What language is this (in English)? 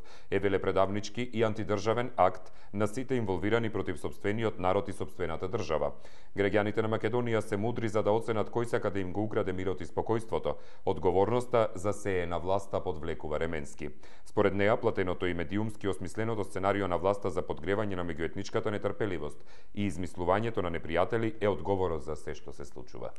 Macedonian